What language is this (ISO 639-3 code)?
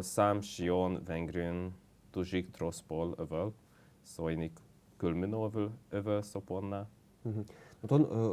udm